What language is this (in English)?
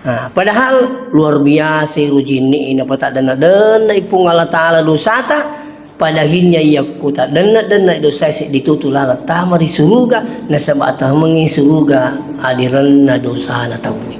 Buginese